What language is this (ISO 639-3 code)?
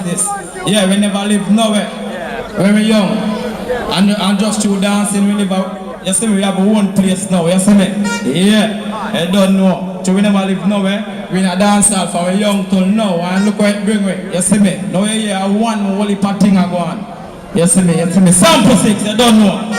jam